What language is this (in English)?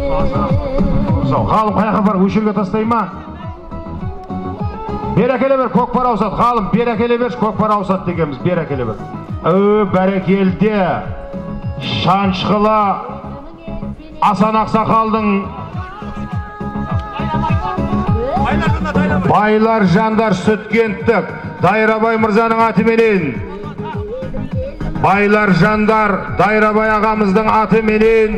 Kazakh